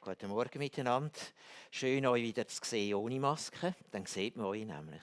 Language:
Swiss German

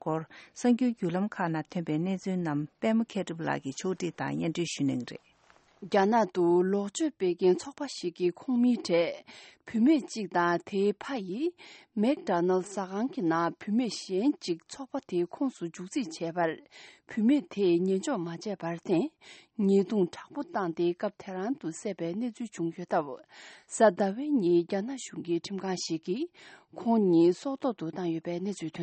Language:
Tibetan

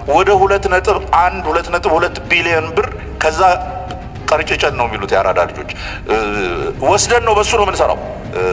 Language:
Amharic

